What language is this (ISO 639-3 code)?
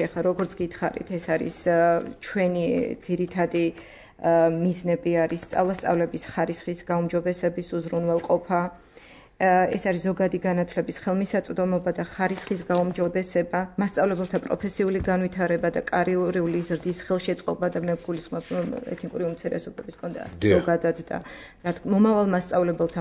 kat